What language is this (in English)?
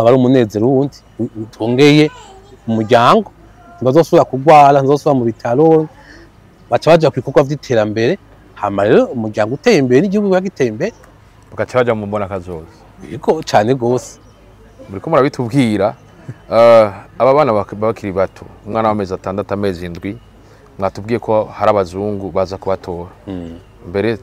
Rundi